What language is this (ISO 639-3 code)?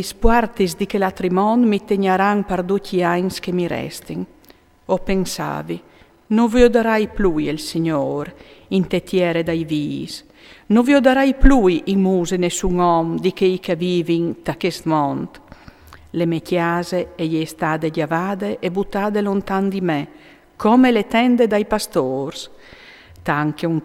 fur